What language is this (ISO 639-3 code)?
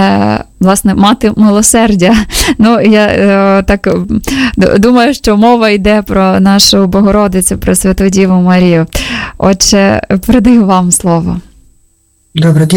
ukr